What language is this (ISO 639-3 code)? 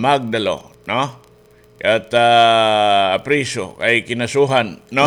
war